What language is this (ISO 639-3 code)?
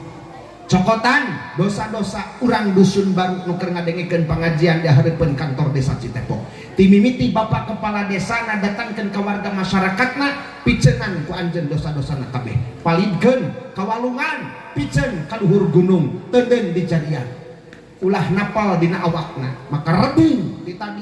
sun